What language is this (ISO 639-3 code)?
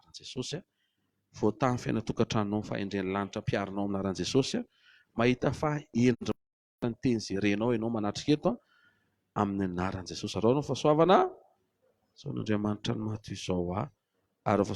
mlg